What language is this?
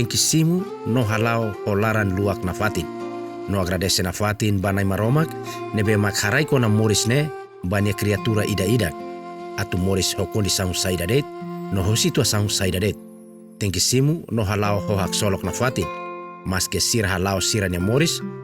Tetum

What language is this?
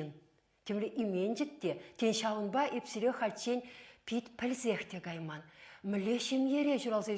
Chuvash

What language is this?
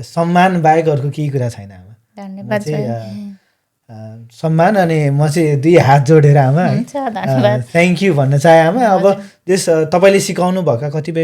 Nepali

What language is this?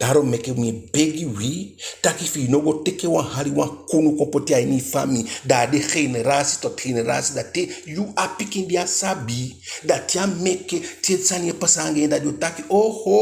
Eastern Maroon Creole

